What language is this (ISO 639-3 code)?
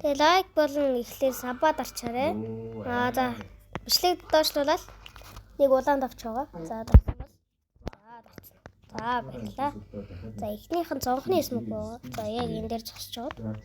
mon